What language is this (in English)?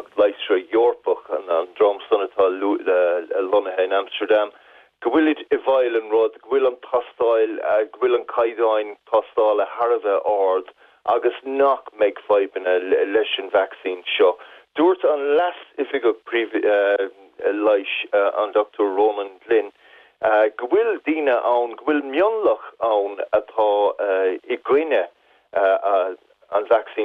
Irish